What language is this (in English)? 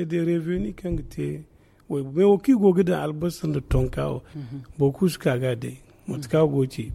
Zarma